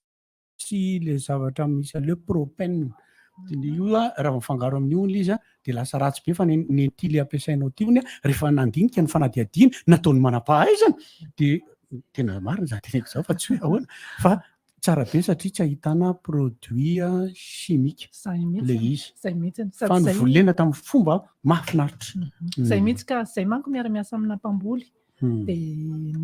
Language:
Malagasy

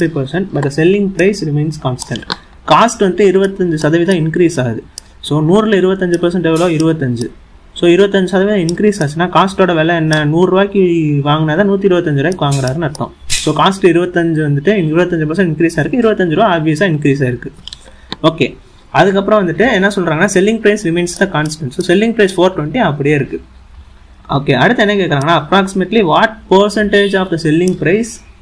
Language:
Tamil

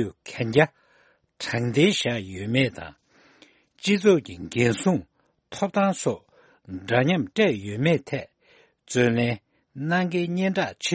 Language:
Tibetan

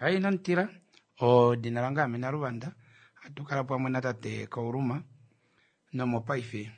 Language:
Kuanyama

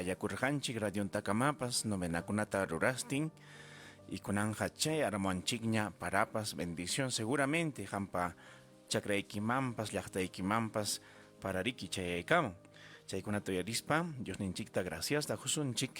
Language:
Ayacucho Quechua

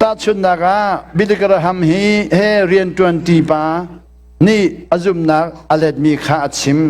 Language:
Hakha Chin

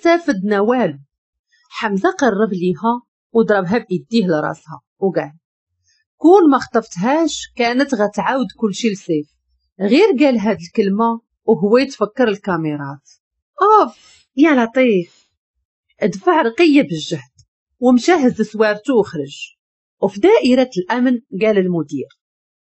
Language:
Moroccan Arabic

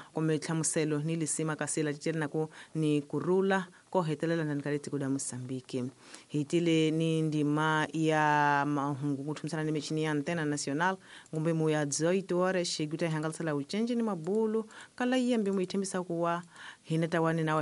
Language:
Tsonga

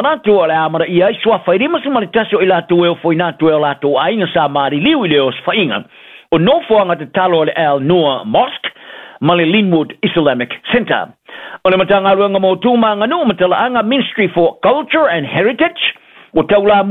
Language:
Samoan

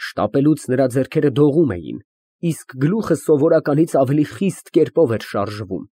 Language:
Armenian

